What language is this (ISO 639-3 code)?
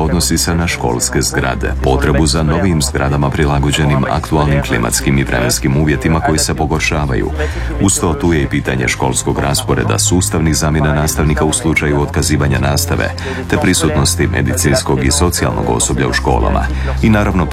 hrv